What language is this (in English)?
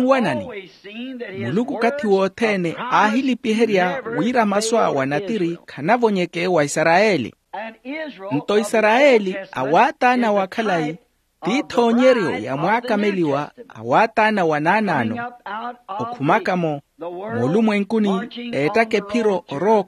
Makhuwa